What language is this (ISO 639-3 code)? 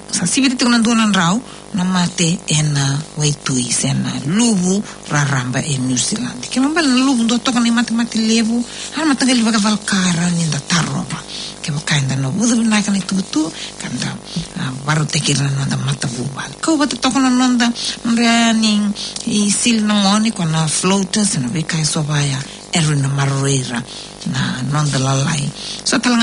fij